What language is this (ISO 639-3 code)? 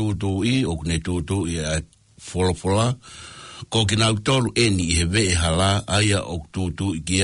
ton